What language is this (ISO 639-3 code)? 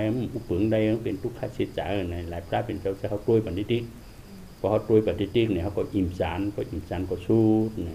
shn